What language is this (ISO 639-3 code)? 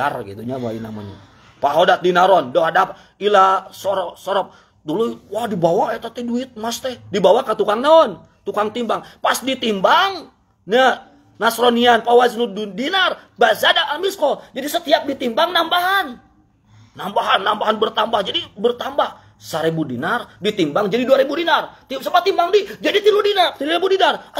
sun